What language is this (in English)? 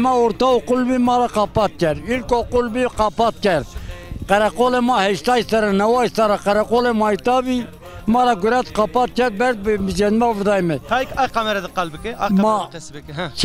Zaza